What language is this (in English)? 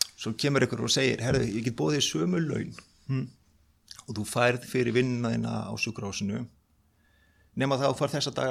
Icelandic